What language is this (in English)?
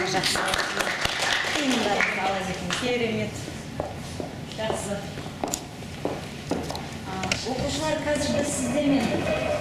Kazakh